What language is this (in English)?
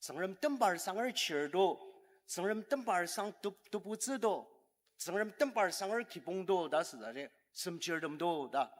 Ao Naga